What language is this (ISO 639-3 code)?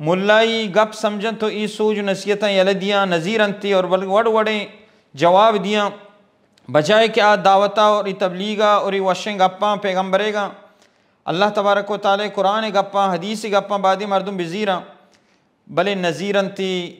bal